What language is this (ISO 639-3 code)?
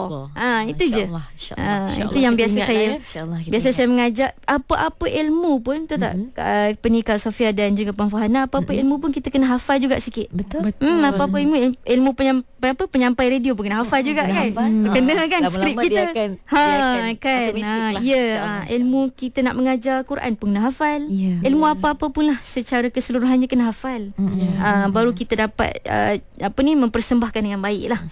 msa